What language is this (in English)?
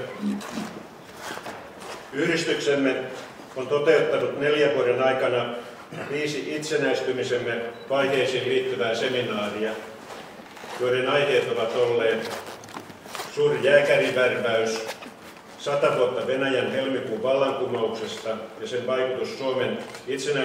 Finnish